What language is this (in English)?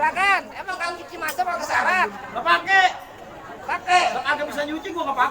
Betawi